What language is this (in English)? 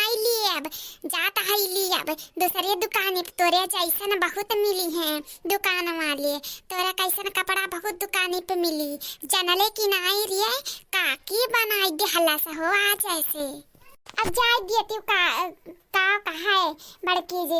Awadhi